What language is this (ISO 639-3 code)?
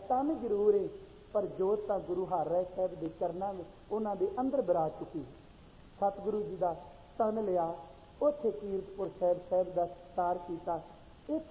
pan